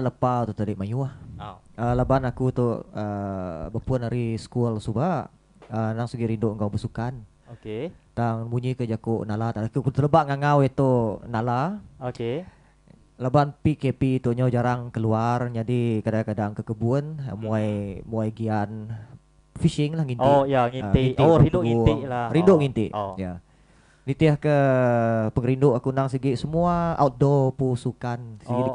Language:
Iban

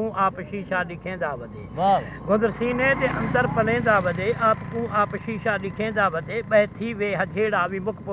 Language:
Saraiki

